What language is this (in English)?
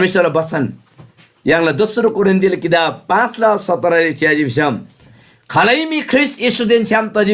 Eastern Tamang